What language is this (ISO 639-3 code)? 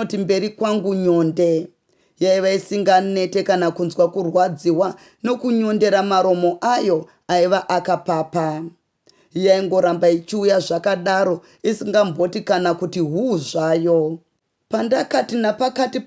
sna